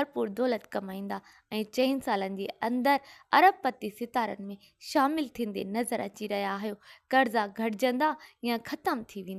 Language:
Sindhi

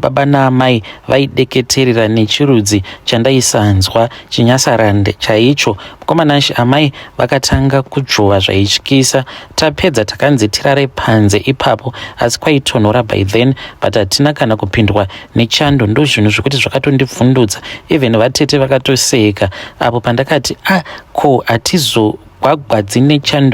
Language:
Shona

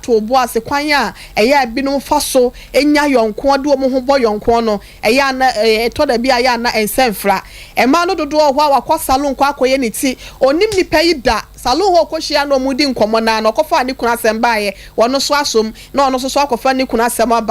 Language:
Akan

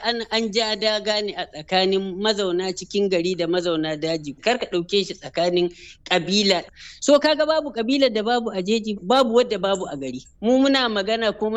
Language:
Hausa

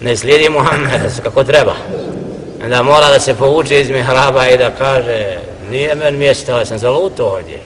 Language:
Bosnian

